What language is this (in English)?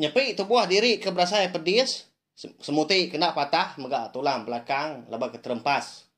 Iban